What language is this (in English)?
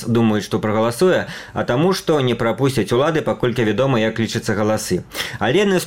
Belarusian